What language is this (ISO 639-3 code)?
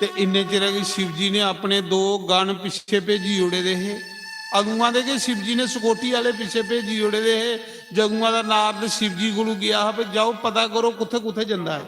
doi